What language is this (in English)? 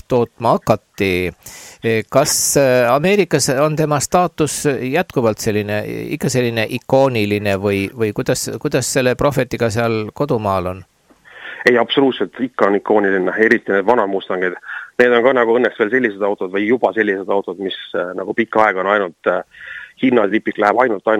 Estonian